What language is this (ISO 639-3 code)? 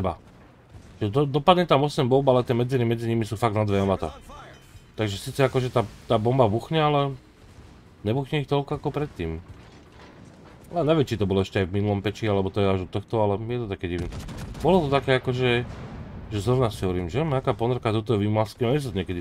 slk